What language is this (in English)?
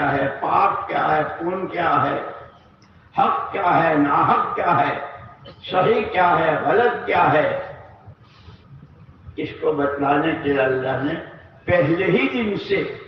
Urdu